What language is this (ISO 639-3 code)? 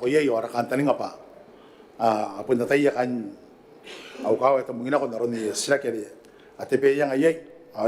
gil